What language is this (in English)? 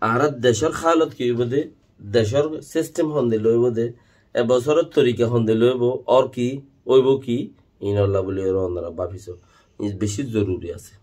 Rohingya